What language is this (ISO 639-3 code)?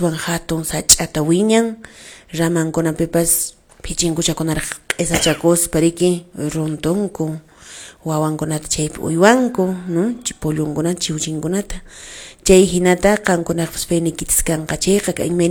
que